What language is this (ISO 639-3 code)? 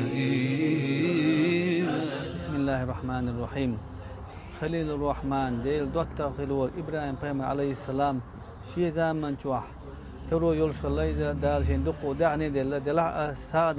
che